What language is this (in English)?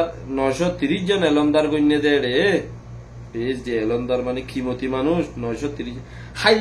Rohingya